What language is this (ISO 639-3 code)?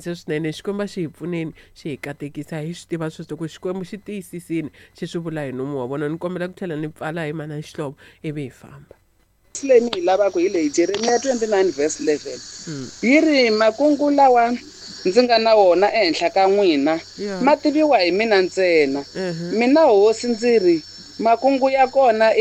tso